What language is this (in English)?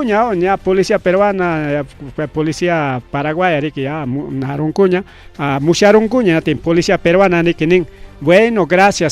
Ayacucho Quechua